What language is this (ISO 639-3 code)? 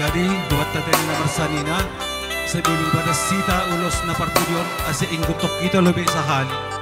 bts